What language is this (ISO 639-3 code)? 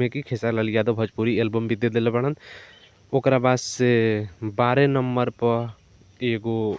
bho